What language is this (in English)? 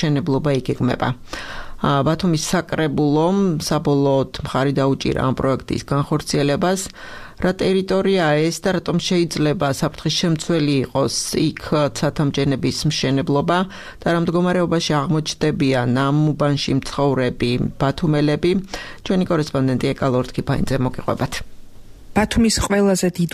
Georgian